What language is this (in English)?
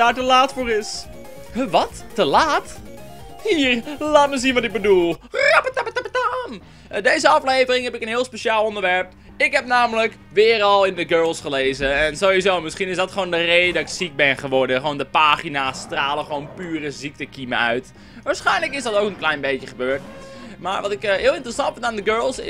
Dutch